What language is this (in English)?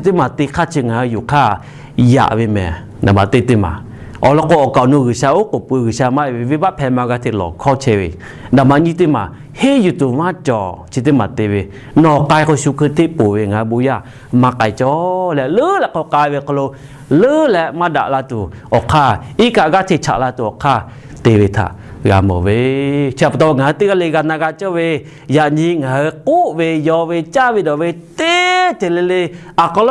Lahu